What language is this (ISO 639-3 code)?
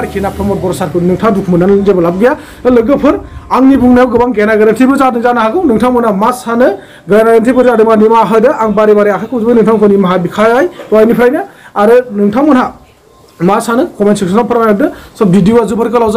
brx